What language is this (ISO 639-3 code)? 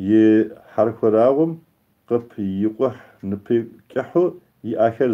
kbd